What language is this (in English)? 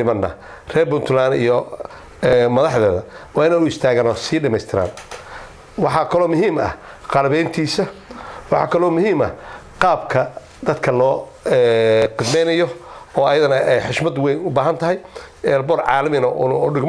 Somali